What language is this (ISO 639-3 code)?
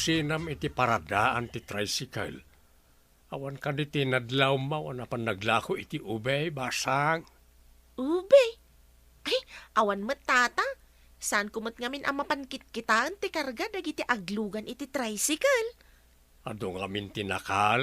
ilo